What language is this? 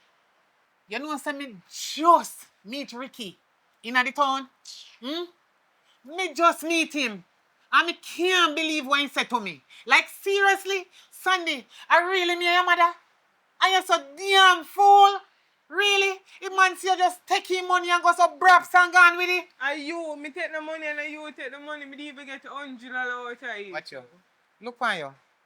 Jamaican Creole English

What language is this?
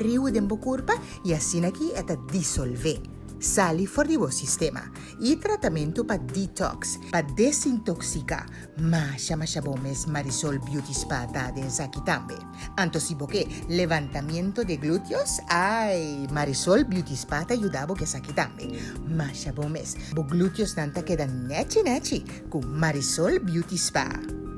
Papiamento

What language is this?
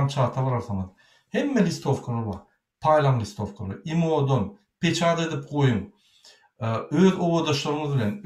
Turkmen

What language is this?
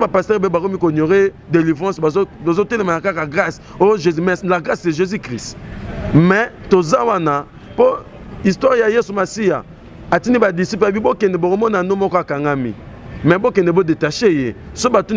Lingala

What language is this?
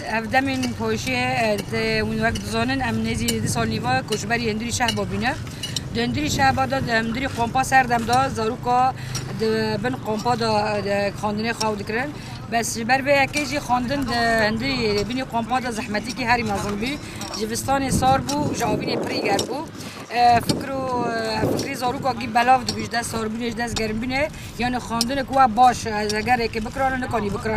Kurdish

